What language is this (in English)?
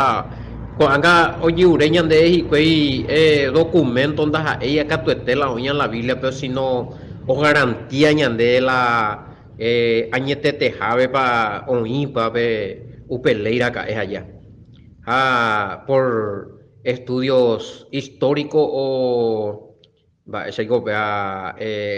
Guarani